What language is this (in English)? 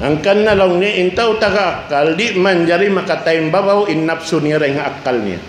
Tausug